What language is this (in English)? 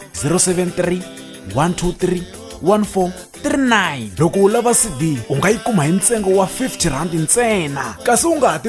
Tsonga